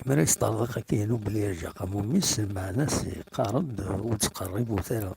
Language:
Kabyle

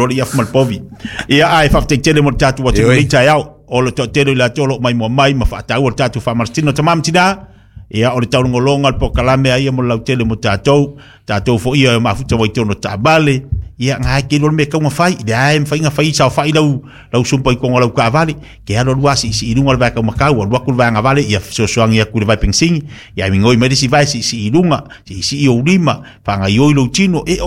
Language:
Samoan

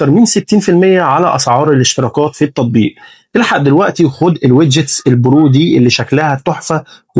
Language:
Egyptian Arabic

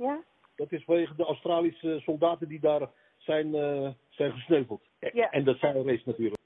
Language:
Dutch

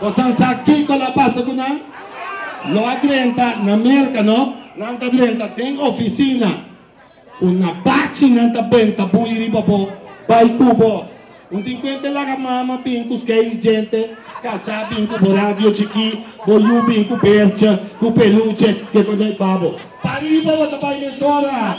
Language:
Papiamento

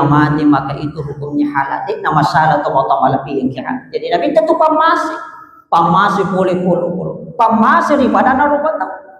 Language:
Buginese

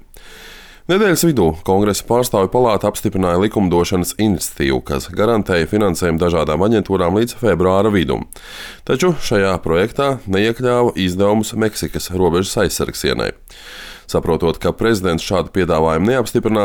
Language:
Latvian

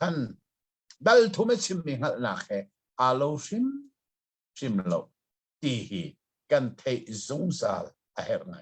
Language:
Hakha Chin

